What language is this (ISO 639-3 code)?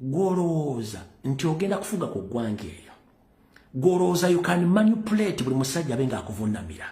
lug